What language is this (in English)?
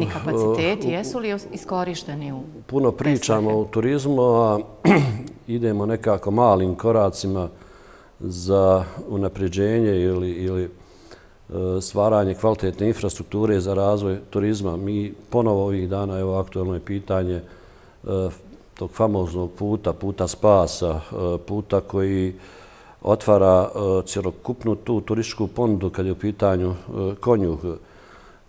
Bosnian